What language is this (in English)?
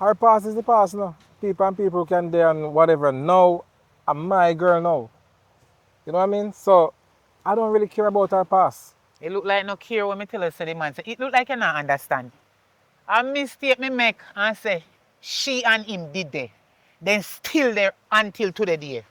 Jamaican Creole English